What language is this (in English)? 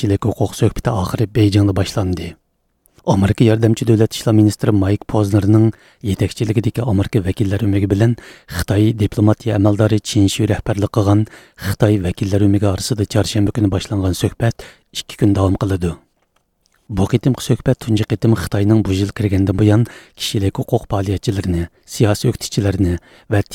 Uyghur